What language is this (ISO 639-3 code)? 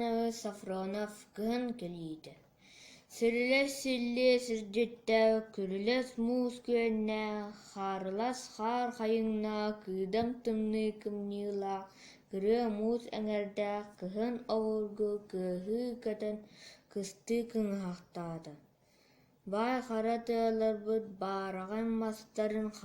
sah